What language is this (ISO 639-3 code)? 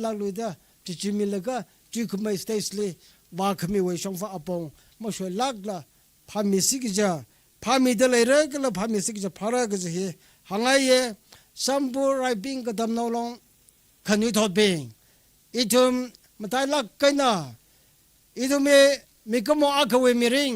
nmf